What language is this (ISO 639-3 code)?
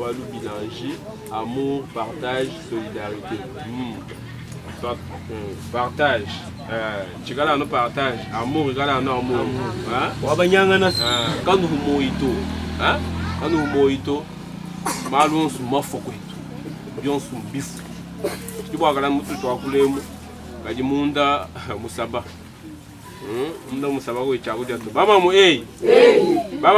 lua